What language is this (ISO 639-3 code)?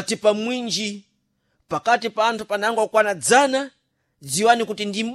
seh